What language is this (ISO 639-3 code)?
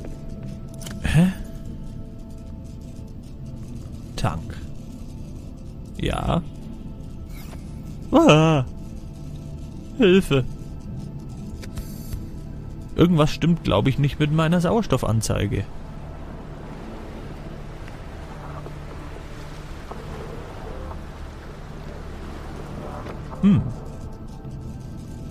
deu